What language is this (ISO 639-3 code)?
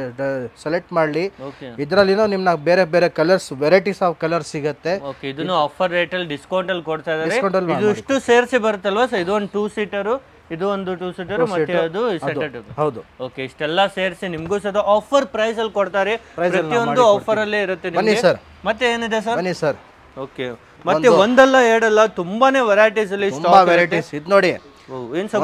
kan